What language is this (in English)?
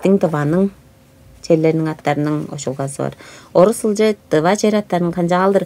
Tuvinian